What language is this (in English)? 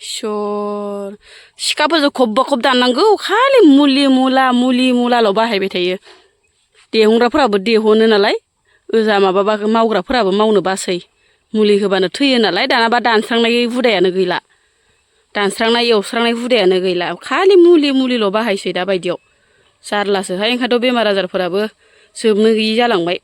Bodo